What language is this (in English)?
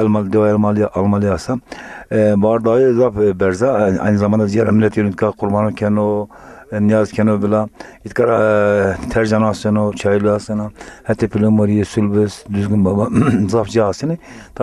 Zaza